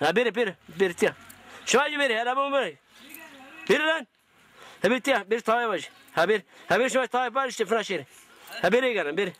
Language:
Zaza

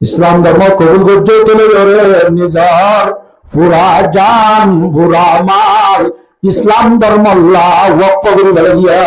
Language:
Rohingya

